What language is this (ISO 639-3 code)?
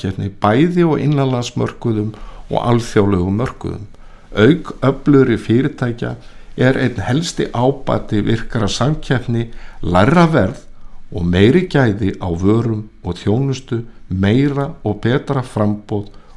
isl